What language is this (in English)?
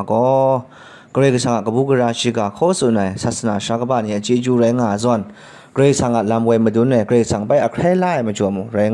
Kachin